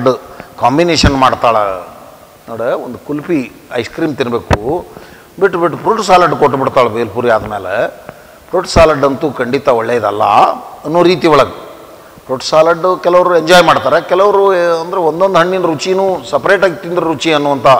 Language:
Kannada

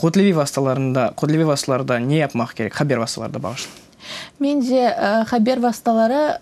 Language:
Crimean Tatar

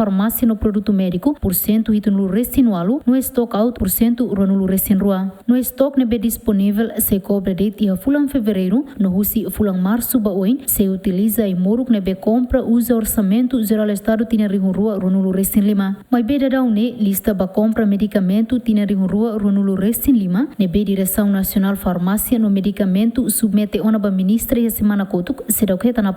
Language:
Tetum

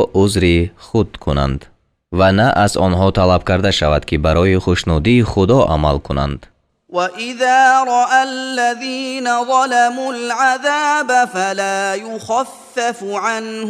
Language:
Tajik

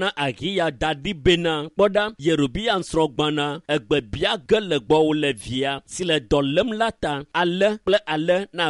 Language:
Ewe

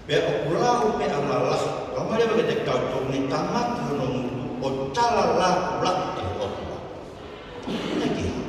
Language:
Tongan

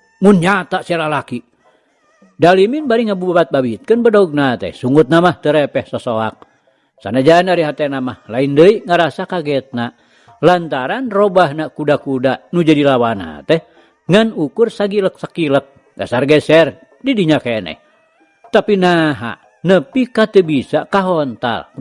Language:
Sundanese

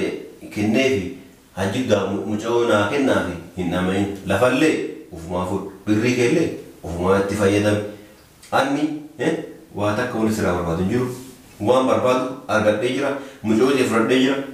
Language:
Oromo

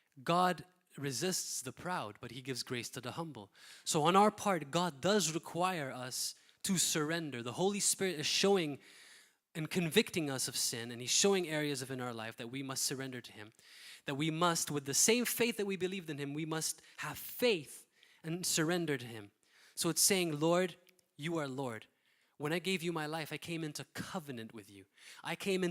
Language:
English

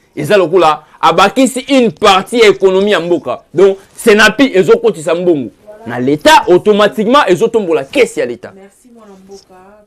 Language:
Lingala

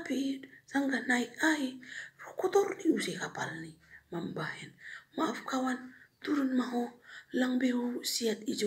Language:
Batak Simalungun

